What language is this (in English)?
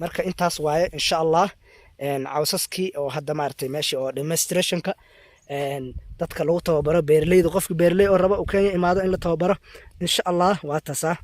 Somali